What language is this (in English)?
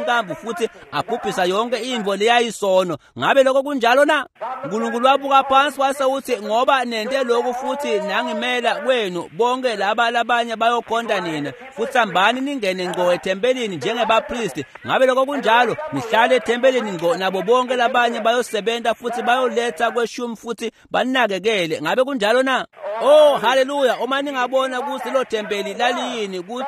Swati